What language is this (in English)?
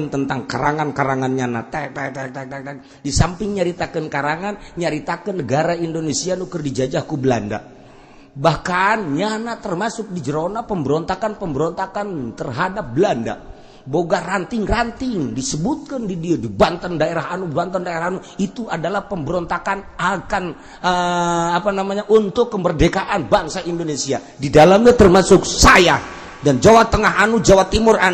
Sundanese